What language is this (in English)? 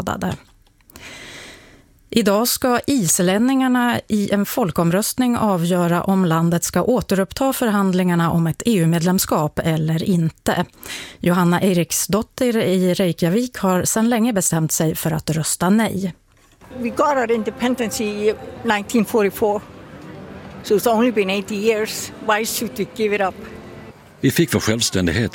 Swedish